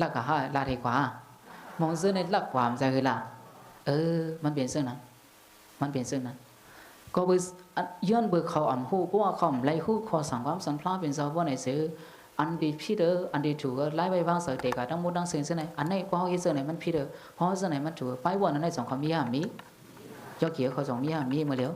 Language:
Shan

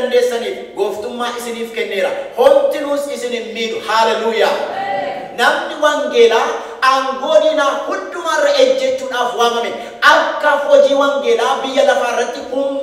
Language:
Oromo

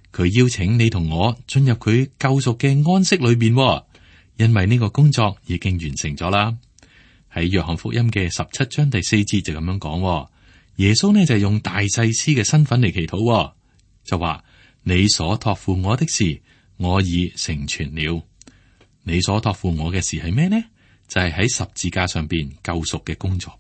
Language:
Cantonese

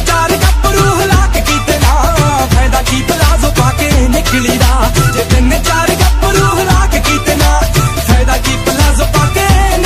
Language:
Punjabi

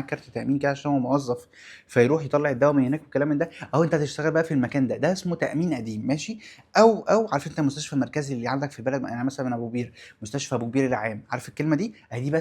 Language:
Egyptian Arabic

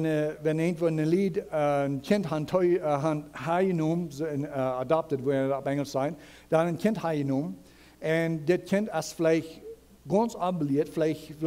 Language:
Plautdietsch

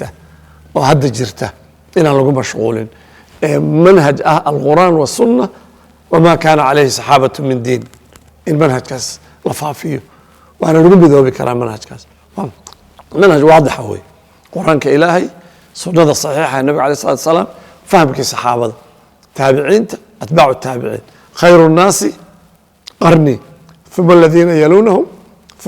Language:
Somali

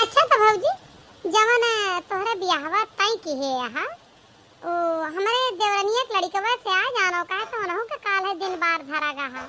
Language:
Awadhi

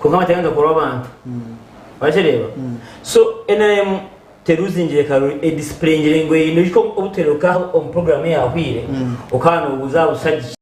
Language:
Nyankole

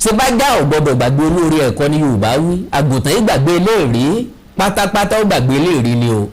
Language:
Yoruba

